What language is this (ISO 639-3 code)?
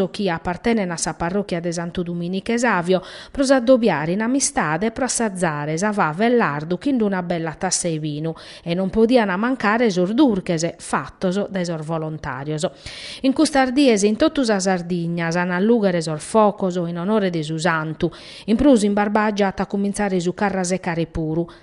srd